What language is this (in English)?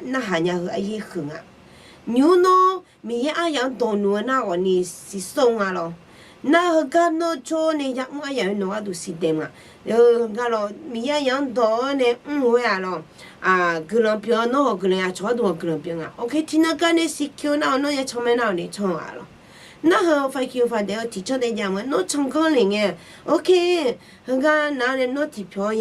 Akha